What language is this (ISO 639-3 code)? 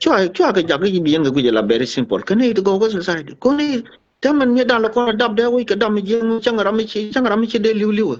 nus